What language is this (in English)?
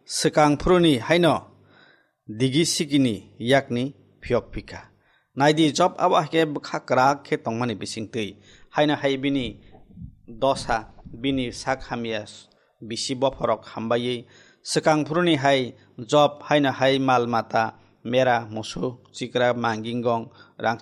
Kok Borok